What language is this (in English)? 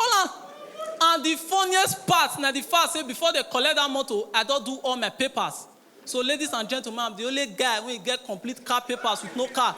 Nigerian Pidgin